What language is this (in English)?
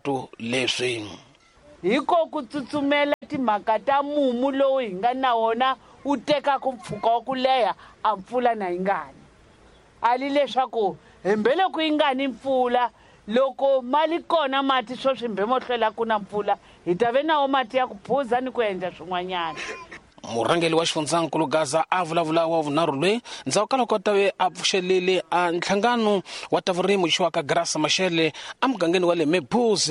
Tsonga